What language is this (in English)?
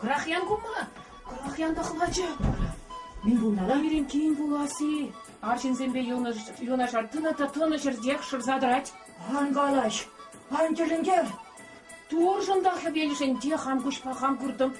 Chuvash